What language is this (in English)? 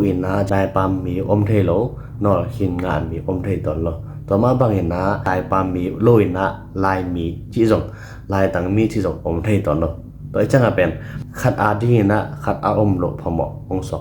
Tedim Chin